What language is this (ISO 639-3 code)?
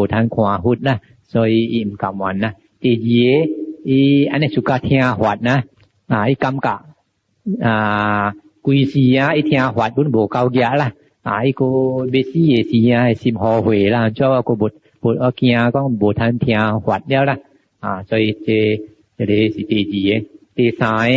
nan